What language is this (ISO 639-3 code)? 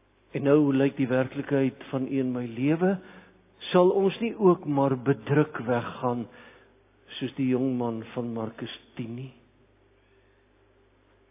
afr